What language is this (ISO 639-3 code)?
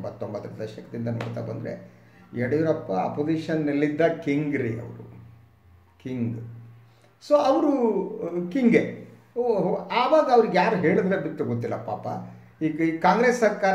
kan